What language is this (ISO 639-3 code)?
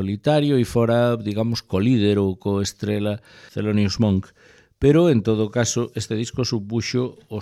glg